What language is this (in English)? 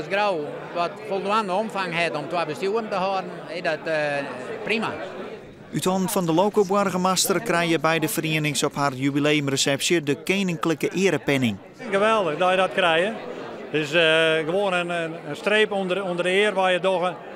Western Frisian